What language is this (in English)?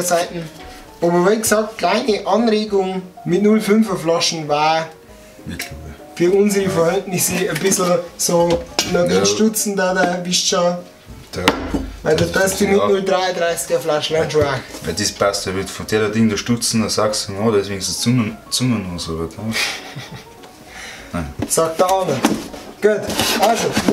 Bavarian